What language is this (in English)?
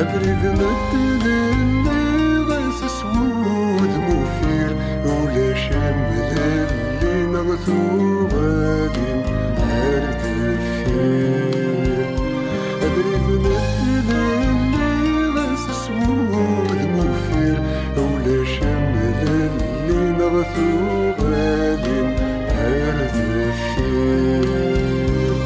Kabyle